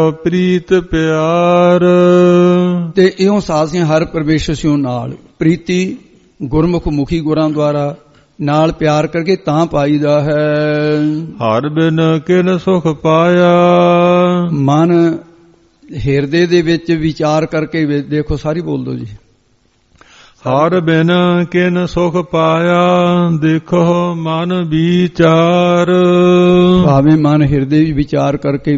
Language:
Punjabi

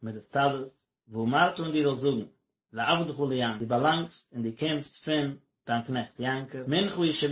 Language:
Yiddish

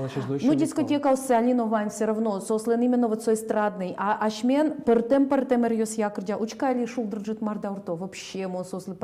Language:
Udmurt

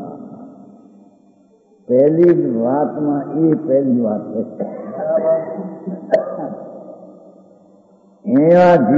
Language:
Gujarati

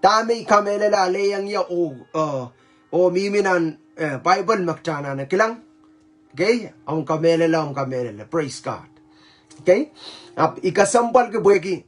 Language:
Pohnpeian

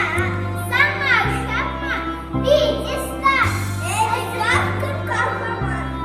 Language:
Chuvash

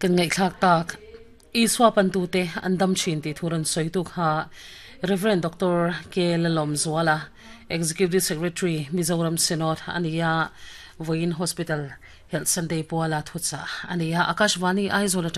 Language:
Mizo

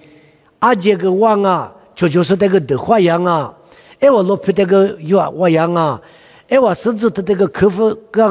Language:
Lisu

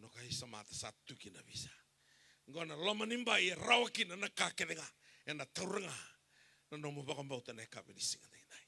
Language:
Fijian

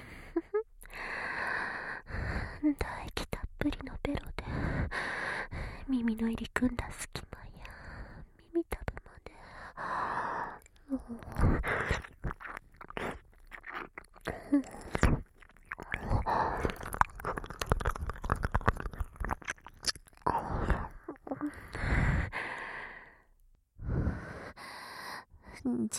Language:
Japanese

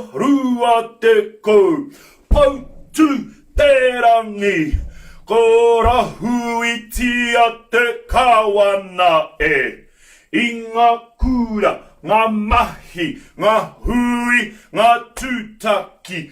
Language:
Māori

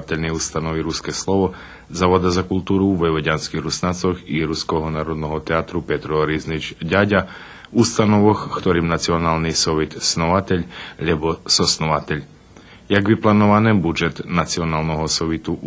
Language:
Rusyn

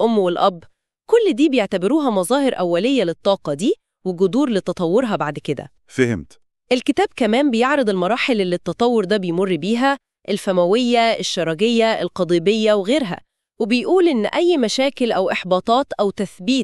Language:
Egyptian Arabic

